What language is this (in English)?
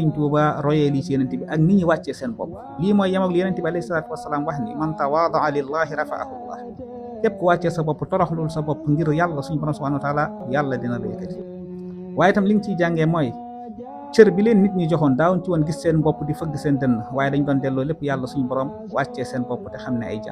Wolof